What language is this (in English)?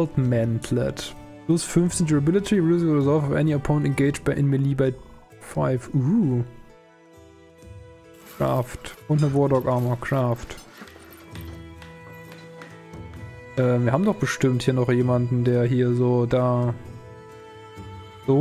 German